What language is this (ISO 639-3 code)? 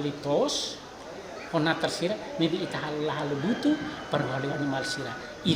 tet